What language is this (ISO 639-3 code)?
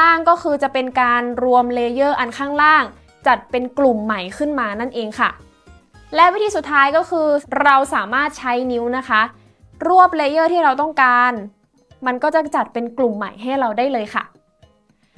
tha